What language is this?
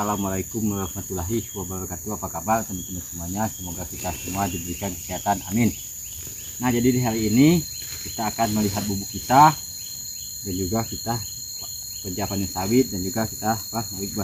Indonesian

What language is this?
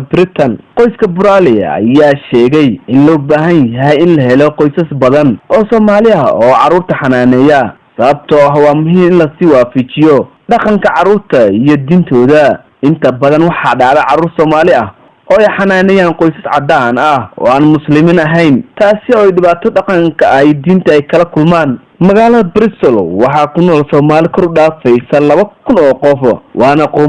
Somali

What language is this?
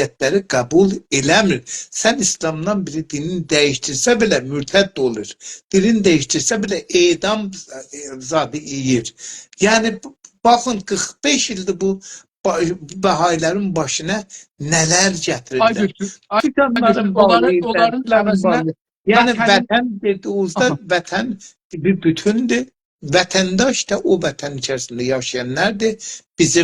South Azerbaijani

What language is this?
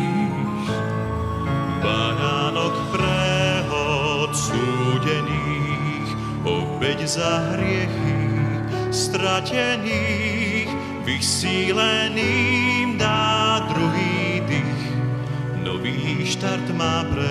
Slovak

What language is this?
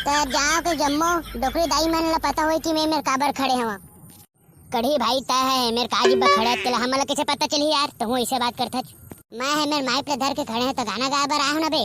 Chhattisgarhi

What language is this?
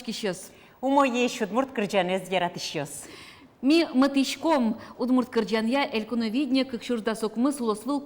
Udmurt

